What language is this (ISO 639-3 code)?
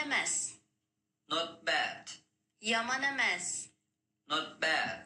uig